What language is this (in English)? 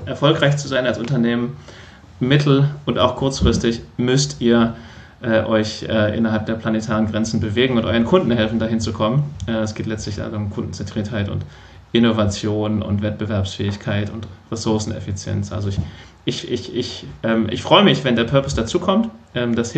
German